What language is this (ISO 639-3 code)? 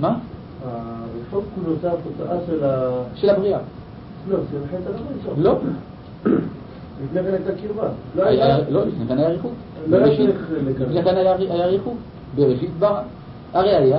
heb